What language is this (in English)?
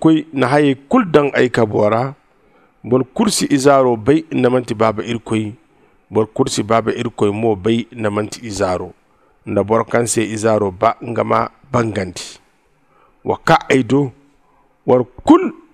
Zarma